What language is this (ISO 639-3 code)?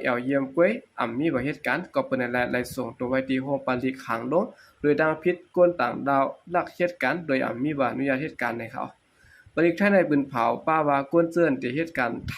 shn